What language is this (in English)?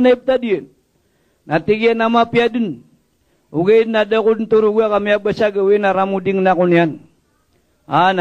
Maranao